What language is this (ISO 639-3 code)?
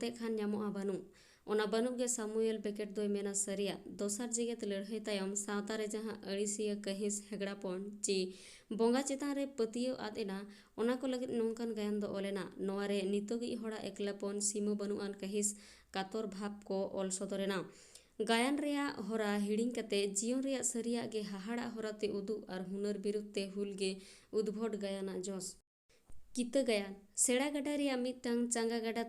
sat